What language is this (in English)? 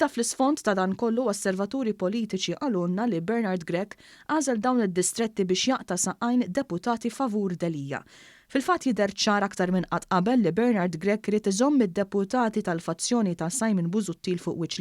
Maltese